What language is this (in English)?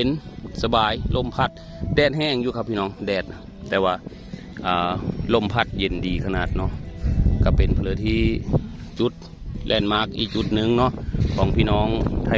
Northeastern Thai